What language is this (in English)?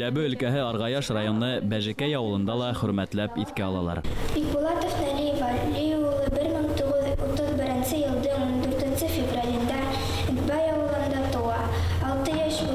Bashkir